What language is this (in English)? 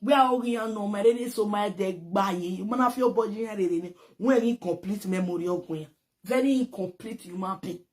Nigerian Pidgin